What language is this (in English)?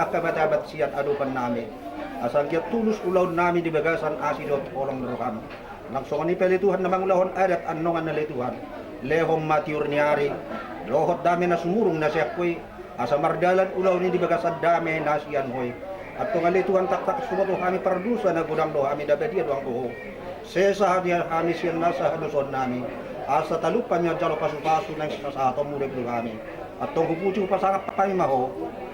Batak Toba